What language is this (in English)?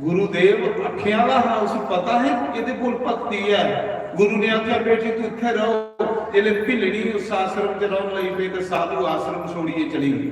Dogri